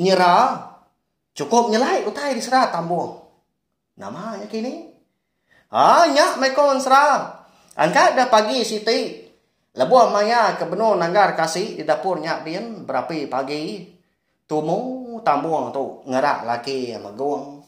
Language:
Iban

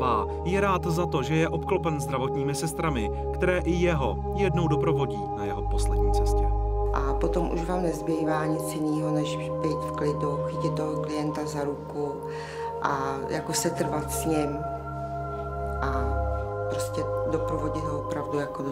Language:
Czech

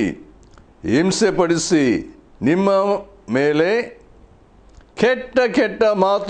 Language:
Kannada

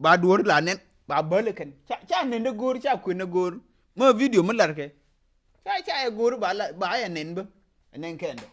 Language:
Nuer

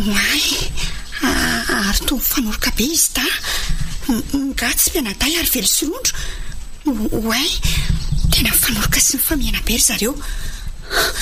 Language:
Malagasy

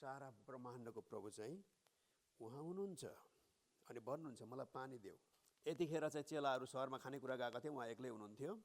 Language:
Nepali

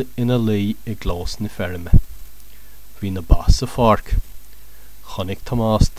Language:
Irish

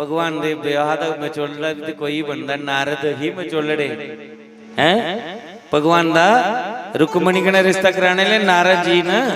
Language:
Dogri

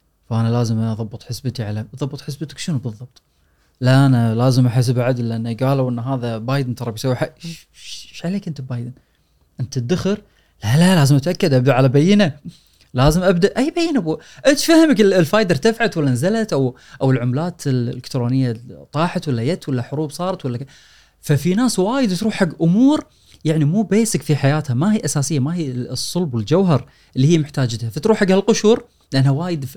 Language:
Gulf Arabic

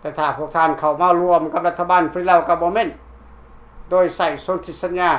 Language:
Lao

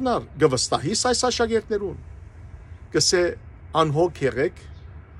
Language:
Western Armenian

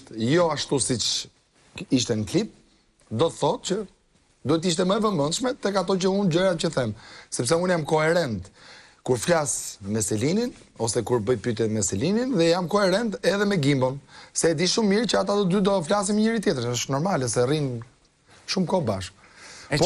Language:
Albanian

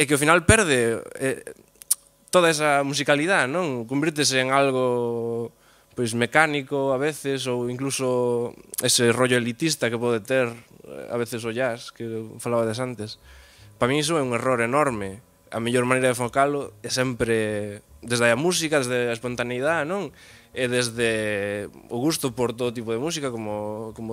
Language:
Galician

